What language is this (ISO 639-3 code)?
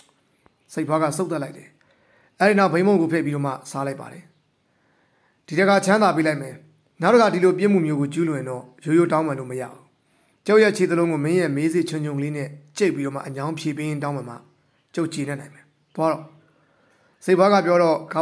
mya